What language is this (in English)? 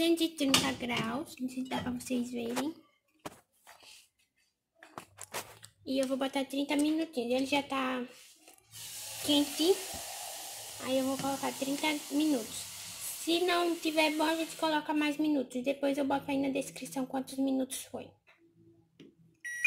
Portuguese